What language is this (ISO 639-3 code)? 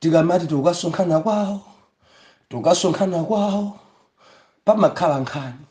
nya